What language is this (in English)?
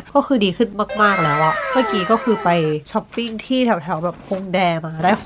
Thai